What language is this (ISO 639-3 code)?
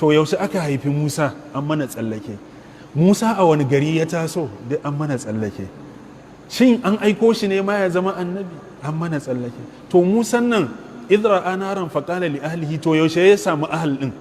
hau